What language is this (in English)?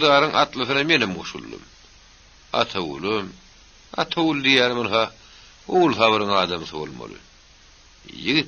Turkmen